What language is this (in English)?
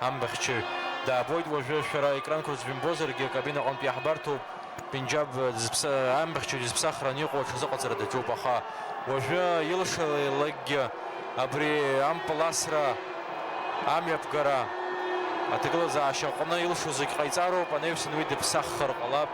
Abkhazian